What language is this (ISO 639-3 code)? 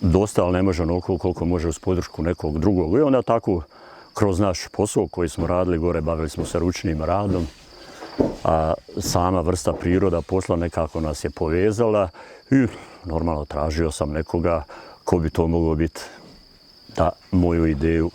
bos